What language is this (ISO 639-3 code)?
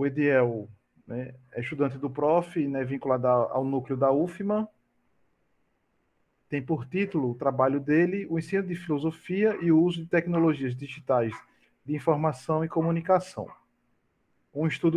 por